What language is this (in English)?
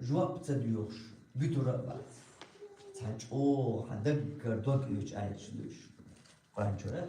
Chechen